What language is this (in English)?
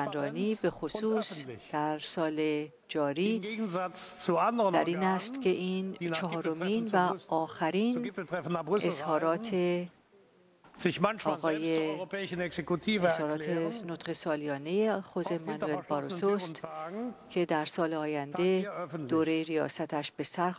Persian